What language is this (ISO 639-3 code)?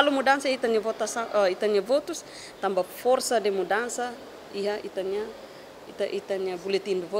tet